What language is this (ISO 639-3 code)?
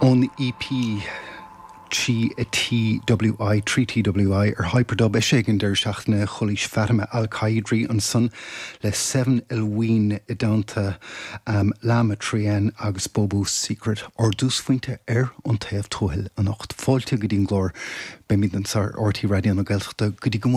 gle